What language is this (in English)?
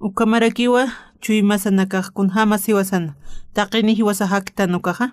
Aymara